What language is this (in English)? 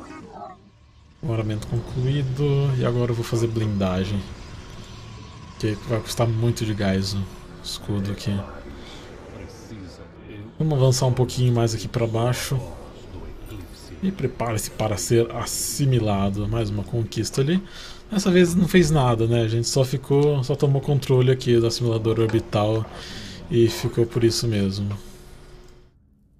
Portuguese